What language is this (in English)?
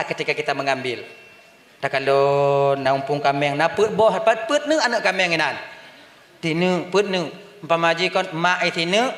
Achinese